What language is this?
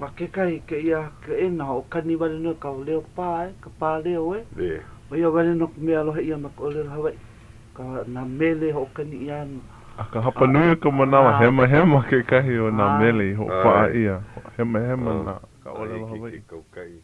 Hawaiian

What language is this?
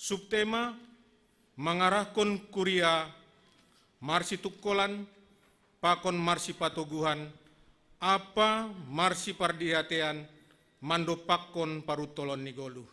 Batak Simalungun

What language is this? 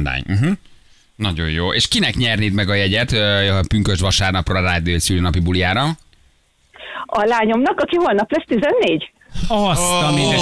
Hungarian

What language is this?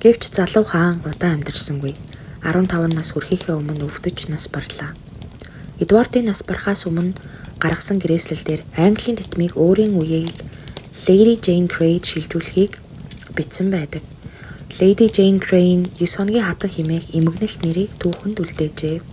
Mongolian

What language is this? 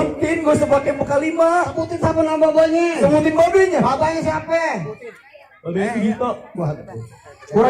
Betawi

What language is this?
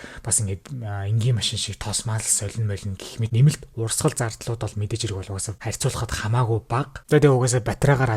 Mongolian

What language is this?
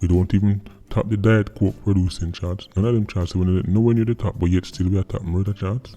Jamaican Creole English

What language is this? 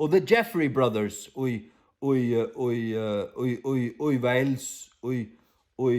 Faroese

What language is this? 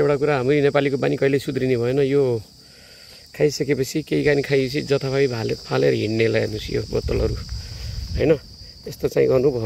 Nepali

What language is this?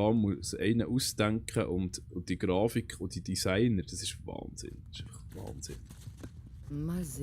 Swiss German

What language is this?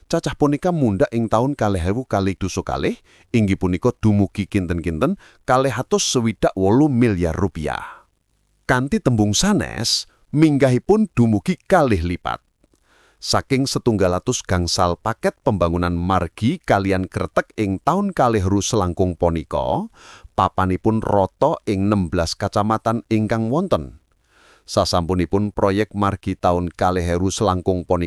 Javanese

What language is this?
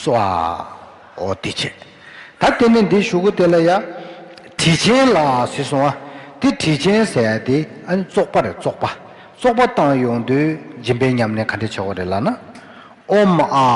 Tibetan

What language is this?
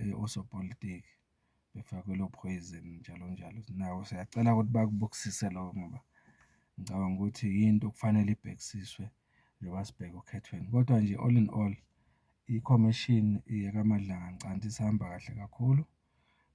Zulu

